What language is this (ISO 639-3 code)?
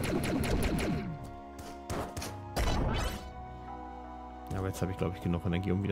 deu